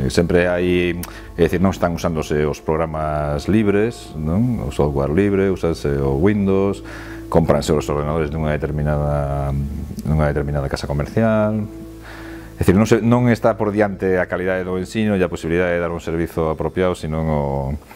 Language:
Galician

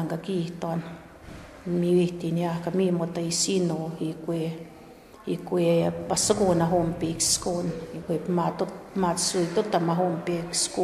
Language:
Plains Cree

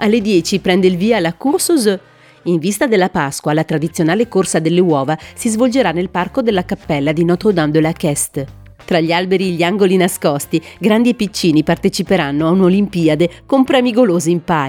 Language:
Italian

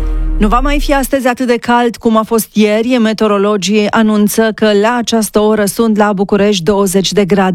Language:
Romanian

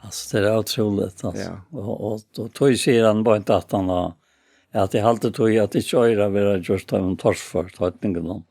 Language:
Faroese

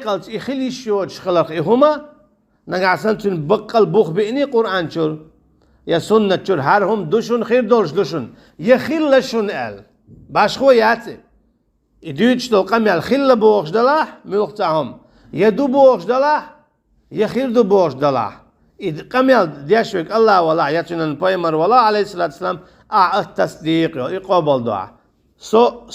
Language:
Chechen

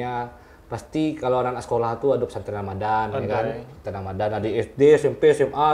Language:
Minangkabau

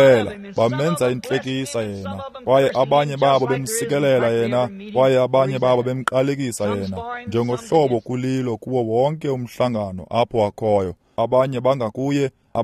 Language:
Xhosa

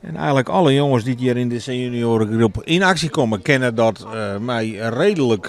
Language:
Western Frisian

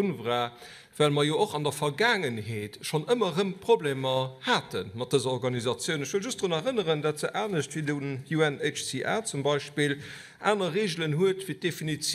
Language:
Luxembourgish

